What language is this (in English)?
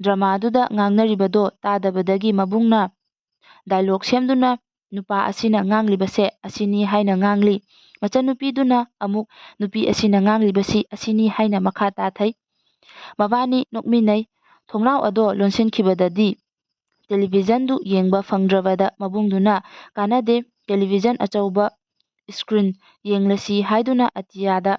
Manipuri